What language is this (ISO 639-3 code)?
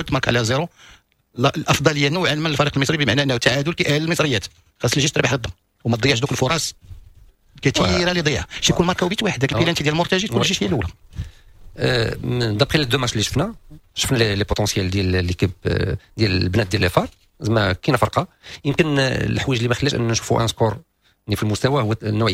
ary